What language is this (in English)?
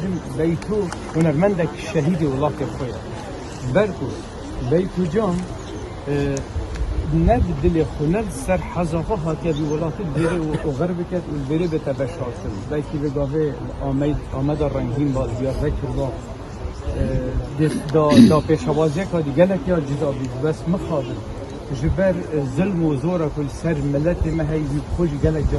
Kurdish